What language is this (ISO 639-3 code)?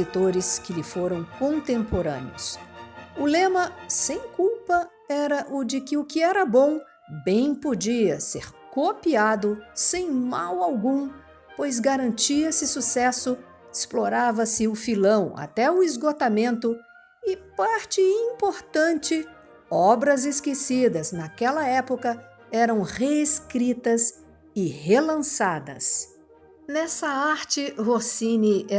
por